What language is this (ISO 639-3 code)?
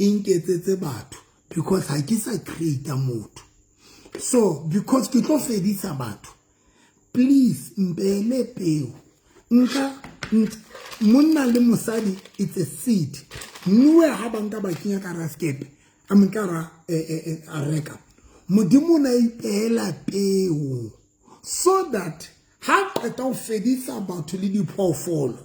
sot